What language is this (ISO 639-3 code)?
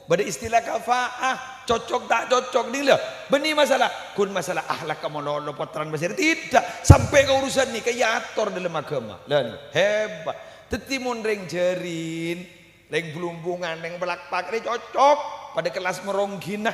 mad